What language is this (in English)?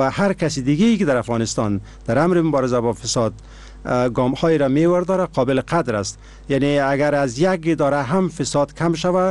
Persian